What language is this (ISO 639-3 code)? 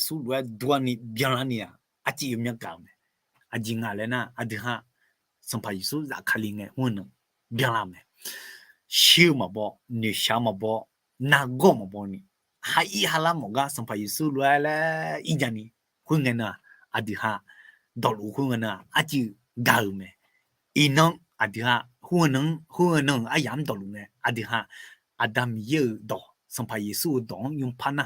ahk